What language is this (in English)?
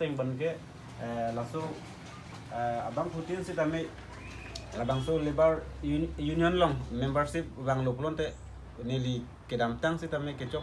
Karbi